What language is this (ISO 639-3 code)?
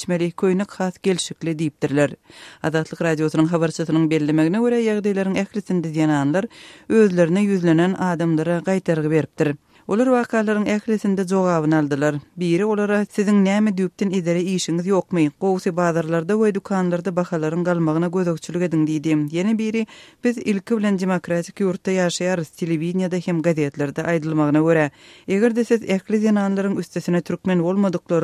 tuk